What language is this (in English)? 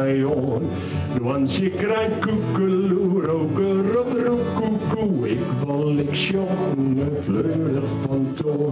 Western Frisian